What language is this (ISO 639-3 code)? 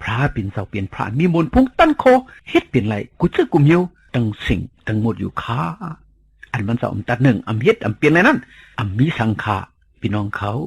shn